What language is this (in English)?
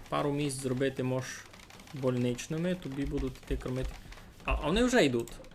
Rusyn